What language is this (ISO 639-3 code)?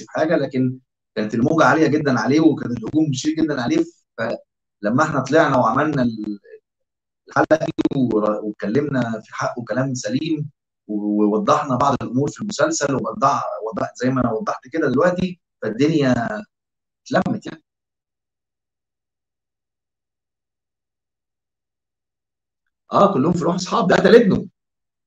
arz